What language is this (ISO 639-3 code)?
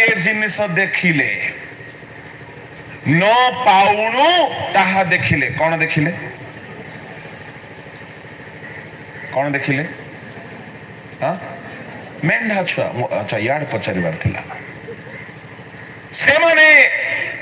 ori